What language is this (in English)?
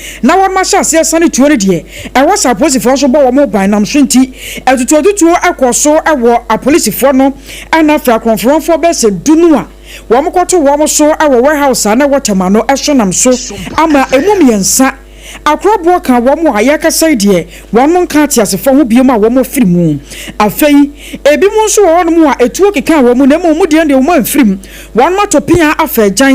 Akan